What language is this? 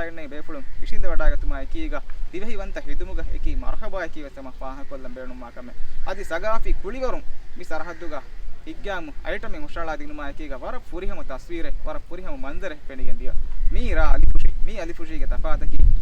Divehi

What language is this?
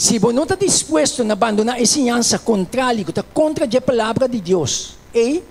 Papiamento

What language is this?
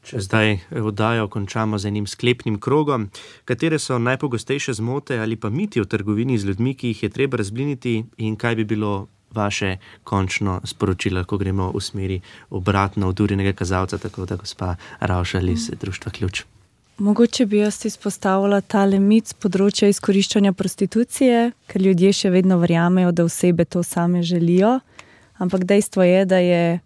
Slovenian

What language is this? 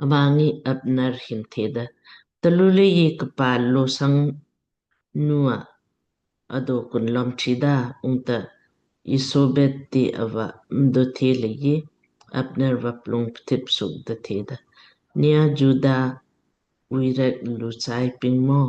Lamkang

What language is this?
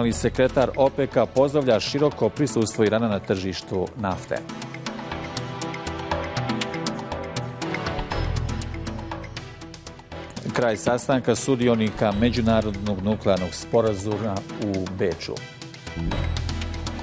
Bosnian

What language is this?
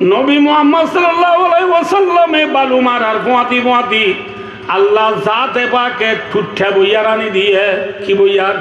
Rohingya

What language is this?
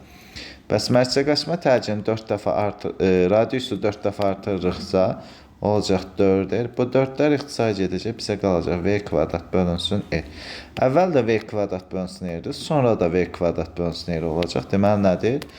Azerbaijani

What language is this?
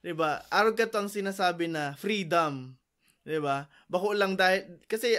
Bikol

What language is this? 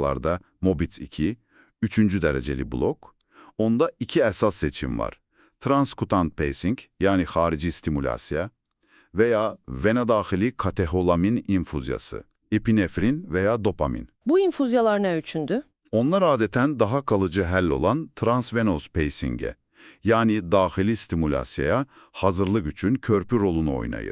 Azerbaijani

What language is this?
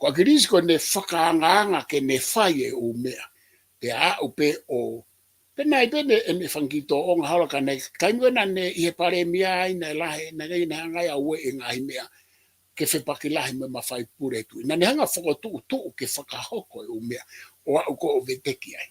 Tongan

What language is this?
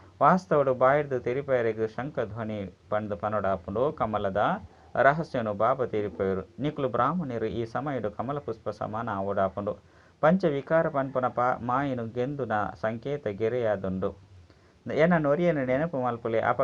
Tulu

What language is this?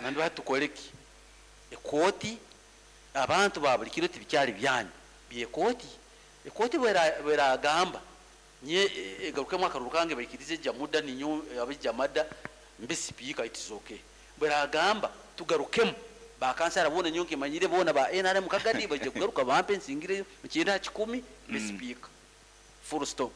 Nyoro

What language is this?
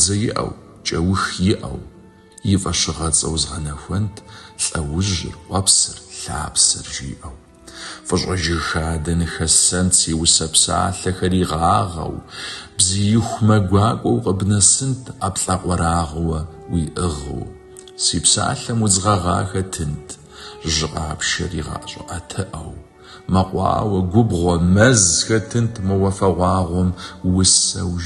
Kabardian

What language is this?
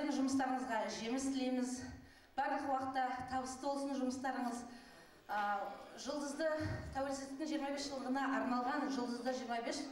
Kazakh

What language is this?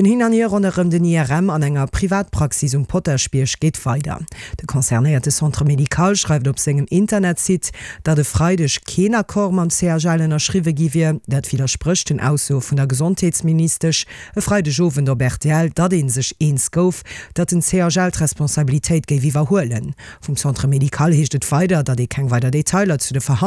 Luxembourgish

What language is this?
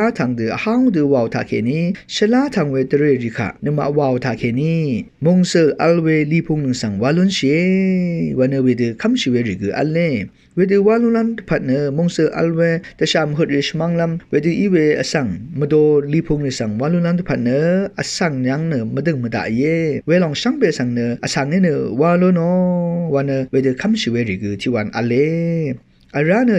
Rawang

